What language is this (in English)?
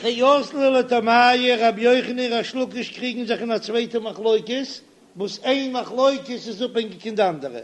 Yiddish